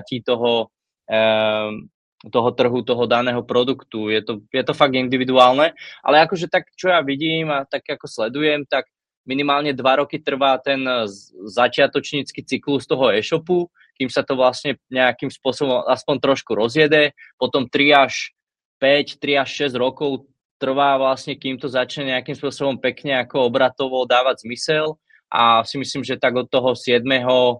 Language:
Slovak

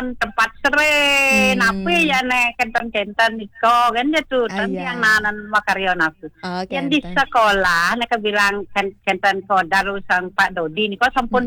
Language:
Balinese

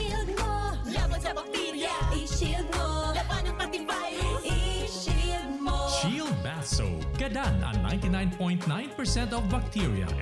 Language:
Bikol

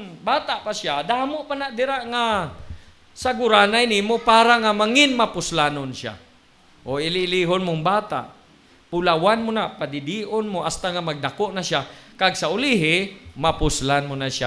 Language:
Hiligaynon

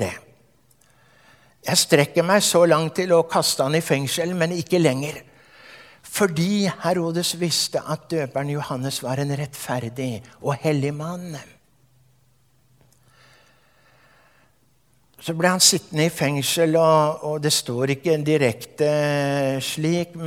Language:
Norwegian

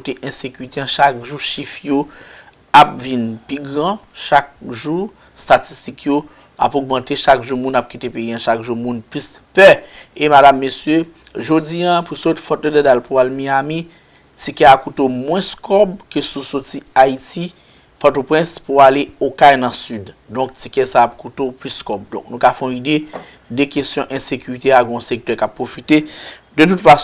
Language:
Haitian Creole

